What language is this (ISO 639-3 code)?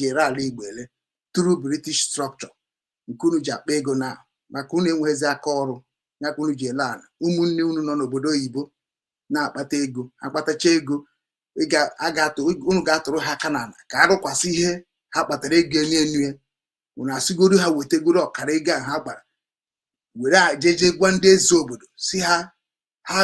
ibo